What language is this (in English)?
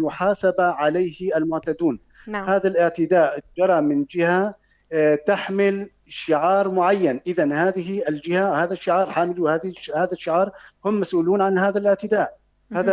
North Levantine Arabic